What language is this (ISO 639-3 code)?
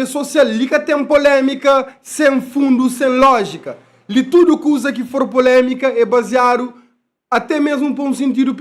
kea